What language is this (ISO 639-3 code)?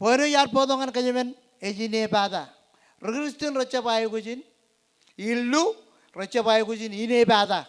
mah